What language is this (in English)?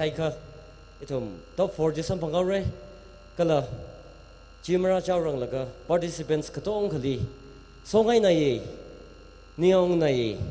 Tangkhul Naga (India)